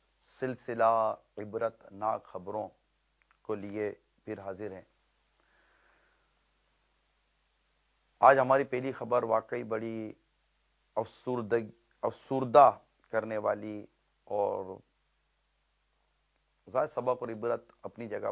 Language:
Urdu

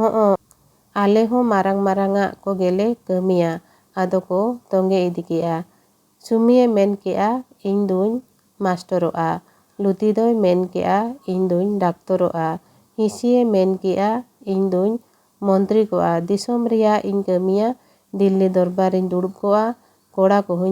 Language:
Santali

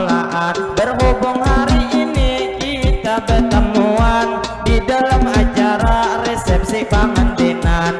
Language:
Banjar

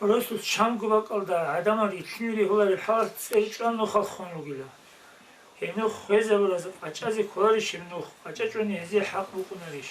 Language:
Avaric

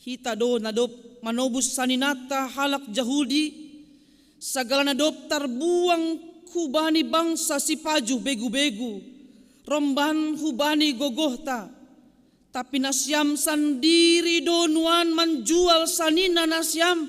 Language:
Batak Simalungun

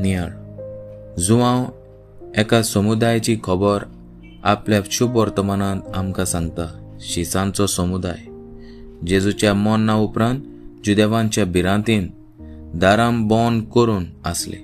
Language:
Konkani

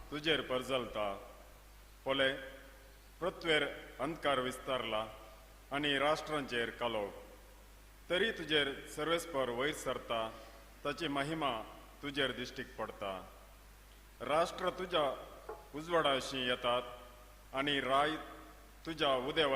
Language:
Konkani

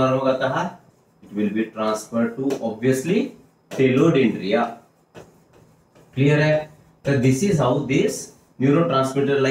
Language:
Marathi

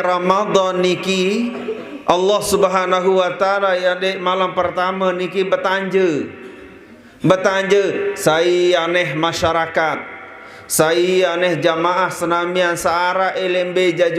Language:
Sasak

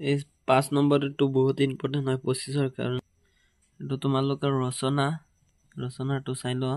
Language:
Assamese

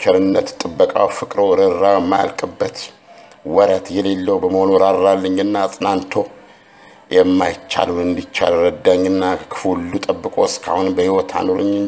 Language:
Amharic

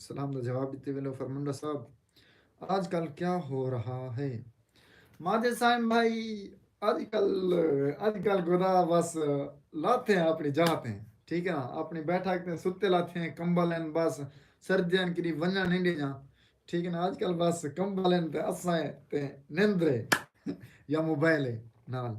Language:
Saraiki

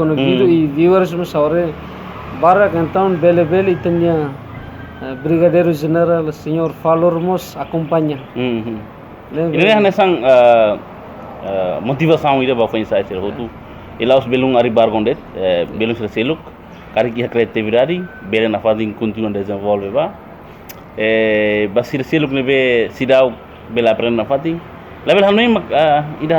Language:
Tetum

